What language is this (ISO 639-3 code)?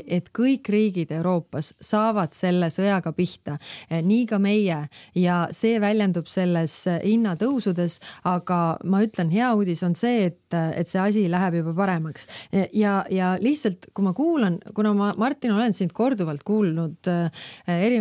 est